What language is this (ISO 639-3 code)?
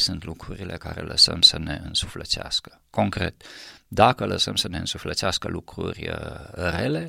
ron